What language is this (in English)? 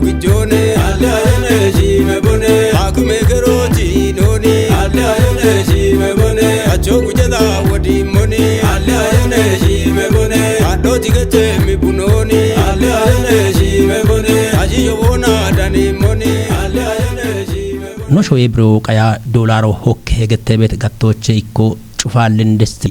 Kafa